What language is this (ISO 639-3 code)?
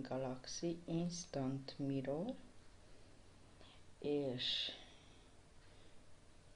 hun